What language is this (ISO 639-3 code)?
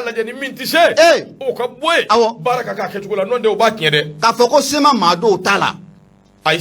bam